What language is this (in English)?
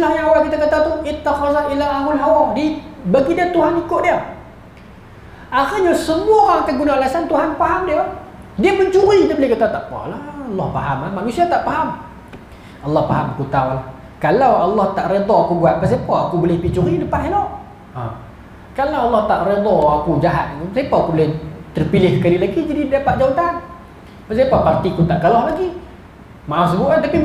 Malay